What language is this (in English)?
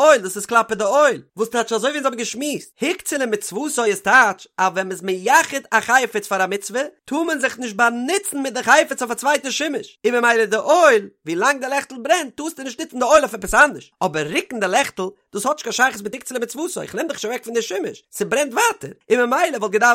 Yiddish